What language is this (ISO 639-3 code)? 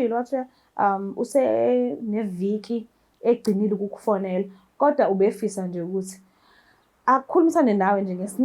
zul